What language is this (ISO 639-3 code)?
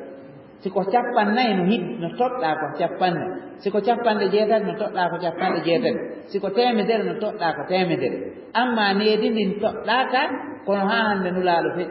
ful